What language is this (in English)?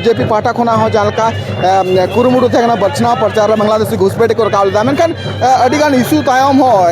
Santali